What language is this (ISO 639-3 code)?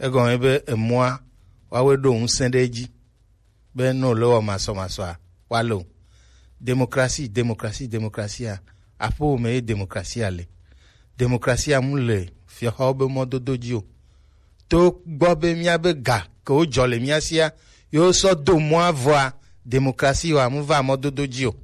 gej